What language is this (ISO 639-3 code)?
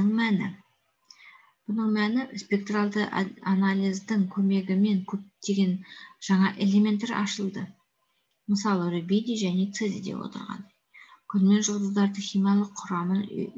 kaz